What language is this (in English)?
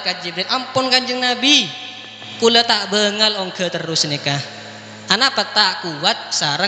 Madurese